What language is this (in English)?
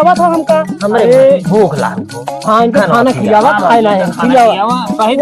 Awadhi